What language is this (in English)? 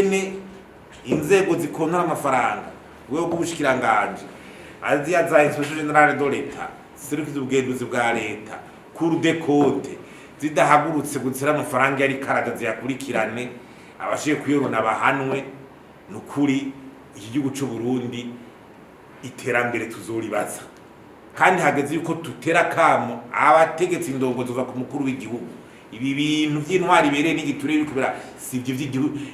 Rundi